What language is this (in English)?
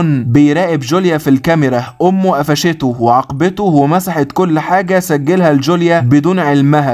Egyptian Arabic